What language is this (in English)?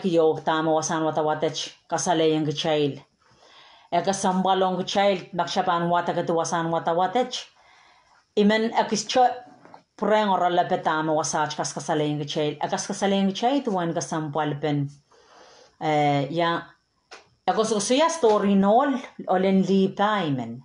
Pohnpeian